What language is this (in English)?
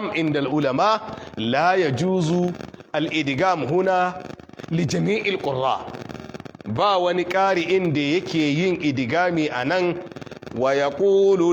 Hausa